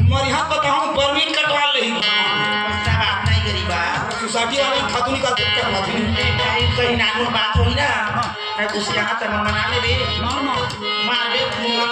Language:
Chhattisgarhi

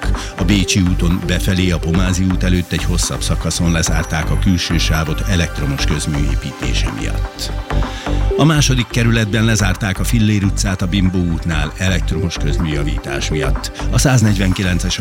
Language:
Hungarian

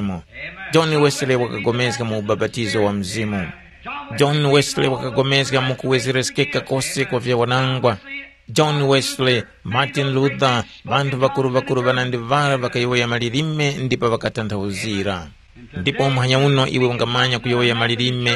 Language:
Tumbuka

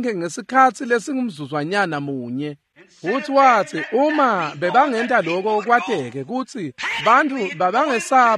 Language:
Swati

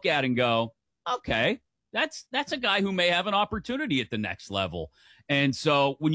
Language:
English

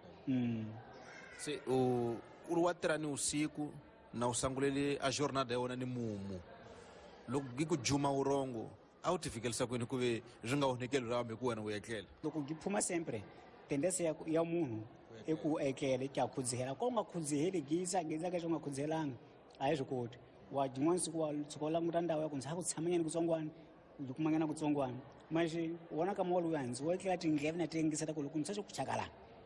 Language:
Tsonga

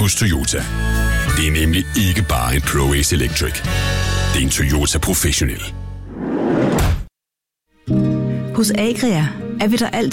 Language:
Danish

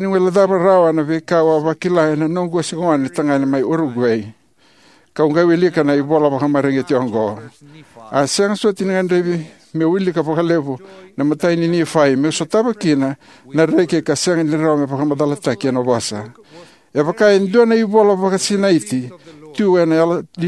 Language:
Fijian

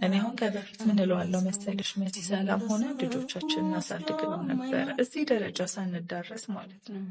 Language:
Amharic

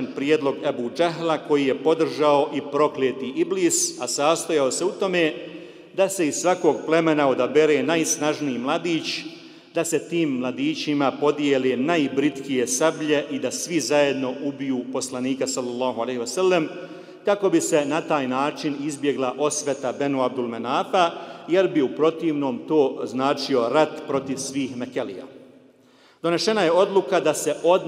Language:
Bosnian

